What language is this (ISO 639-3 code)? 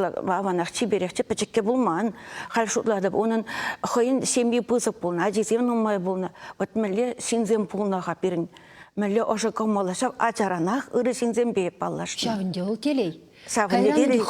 chv